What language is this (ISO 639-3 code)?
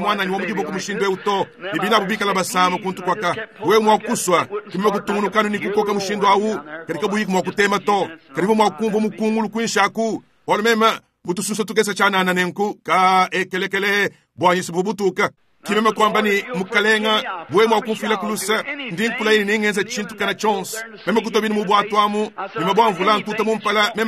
lua